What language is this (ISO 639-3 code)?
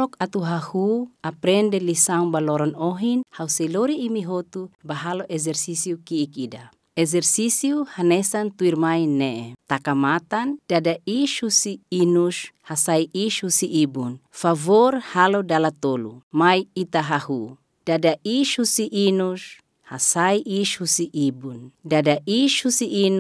tet